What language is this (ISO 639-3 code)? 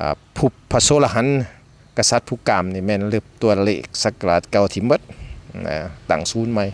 lao